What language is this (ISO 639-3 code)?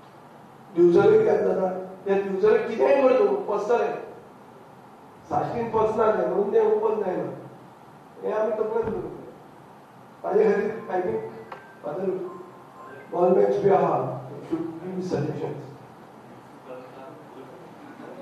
kok